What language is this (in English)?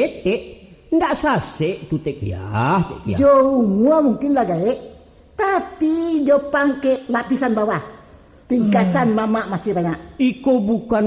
Minangkabau